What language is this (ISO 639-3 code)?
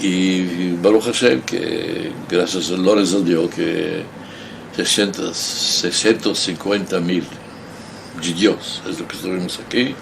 lad